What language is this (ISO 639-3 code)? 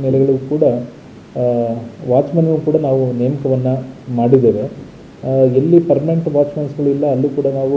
kan